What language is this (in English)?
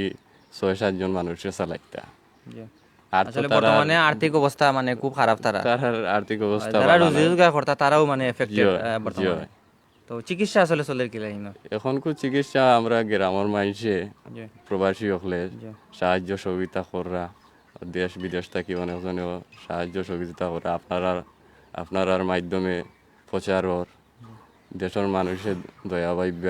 Sylheti